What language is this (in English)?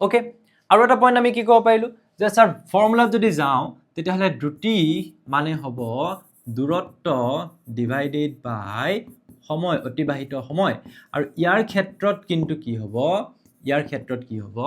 Assamese